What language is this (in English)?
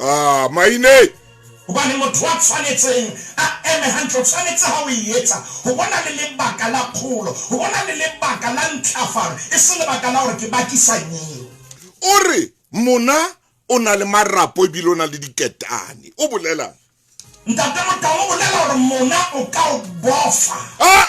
Southern Sotho